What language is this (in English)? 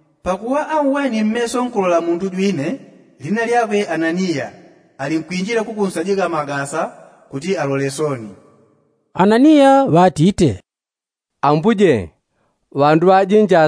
Yao